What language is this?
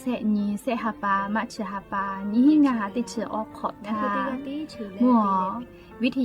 Lahu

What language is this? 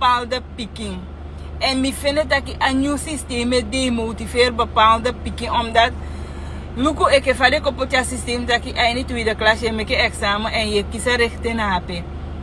Sranan Tongo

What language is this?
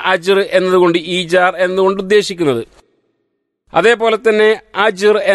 Malayalam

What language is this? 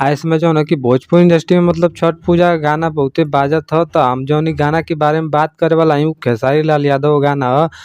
Bhojpuri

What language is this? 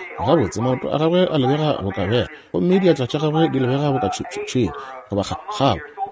Northern Sotho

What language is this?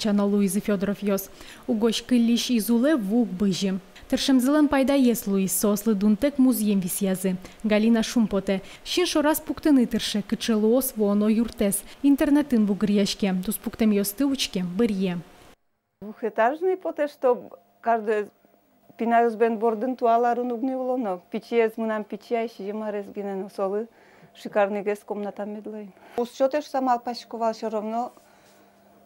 Udmurt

